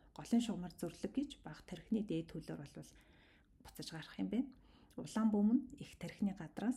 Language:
Mongolian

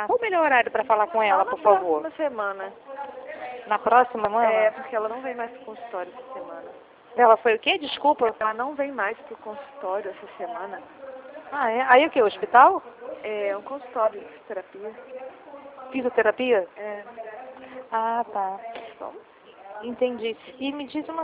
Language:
Portuguese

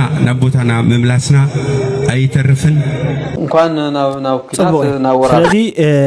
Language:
Tigrinya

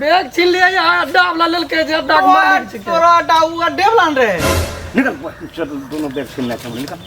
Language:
Maithili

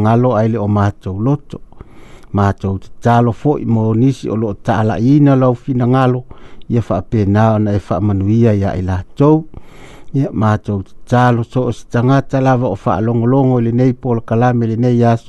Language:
Samoan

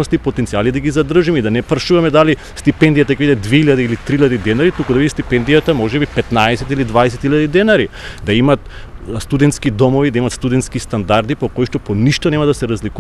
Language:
Macedonian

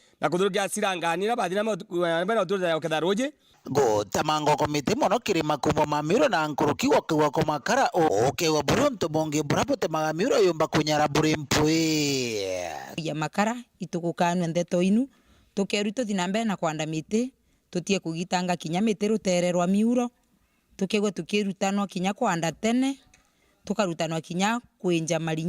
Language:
Meru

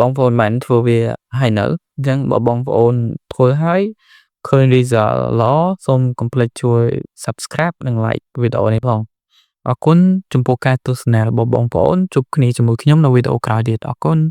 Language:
Khmer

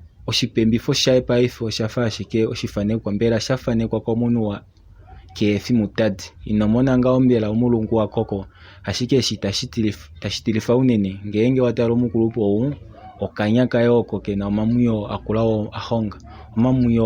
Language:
Kuanyama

